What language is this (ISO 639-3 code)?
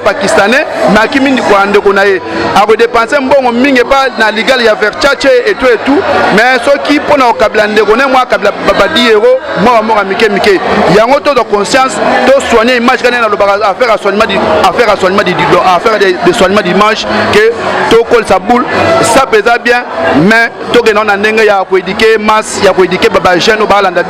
lin